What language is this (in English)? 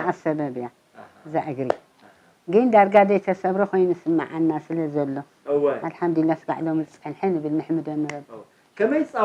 Tigrinya